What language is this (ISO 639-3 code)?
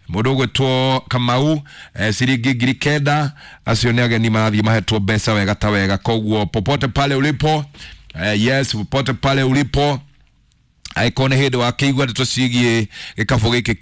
kik